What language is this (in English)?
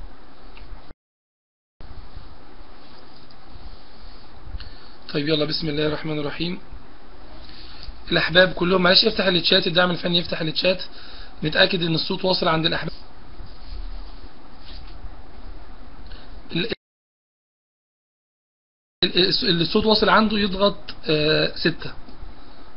Egyptian Arabic